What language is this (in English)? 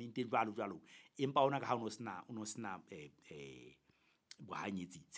Southern Sotho